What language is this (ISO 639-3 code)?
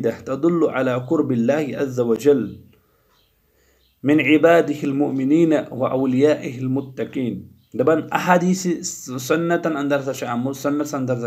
kas